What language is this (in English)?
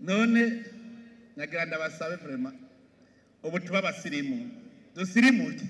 Rundi